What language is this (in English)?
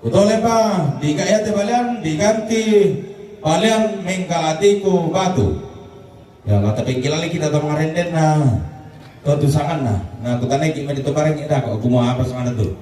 Toraja-Sa'dan